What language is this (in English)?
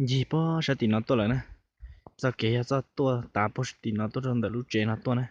Hmong